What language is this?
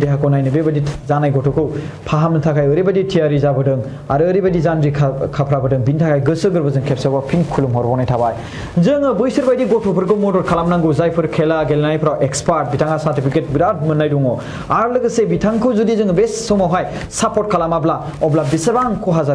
Bodo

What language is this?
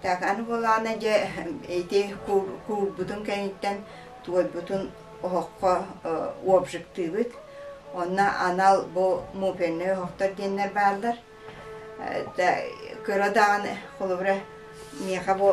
Yakut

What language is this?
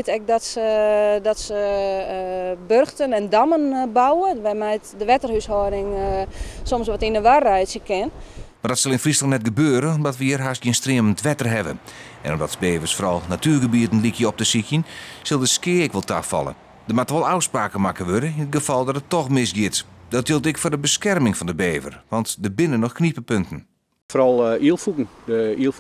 Western Frisian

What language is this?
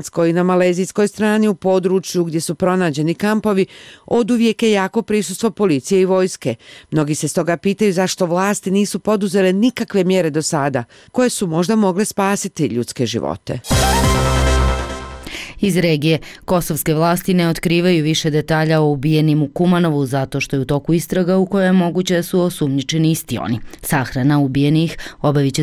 Bosnian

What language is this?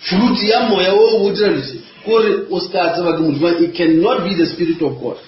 Northern Sotho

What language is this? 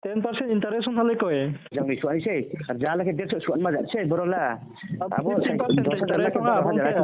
Riang (India)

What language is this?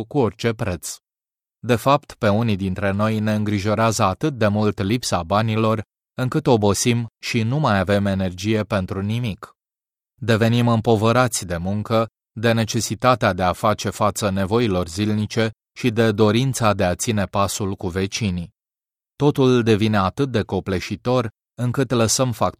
Romanian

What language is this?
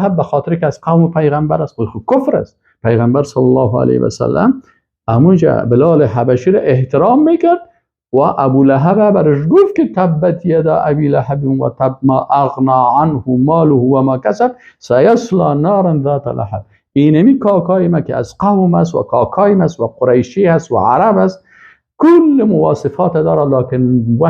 Persian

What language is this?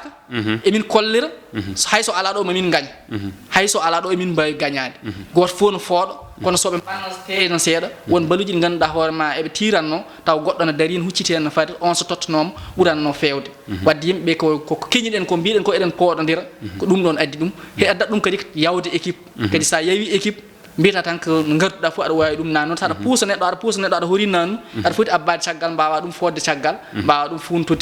Fula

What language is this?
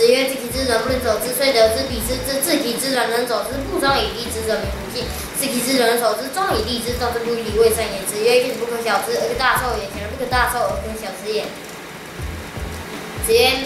Literary Chinese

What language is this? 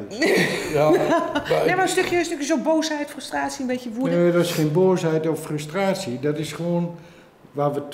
Dutch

